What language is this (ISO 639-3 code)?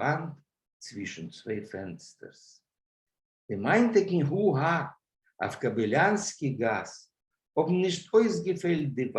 yid